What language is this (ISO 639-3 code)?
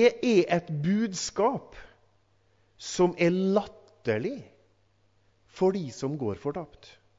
nor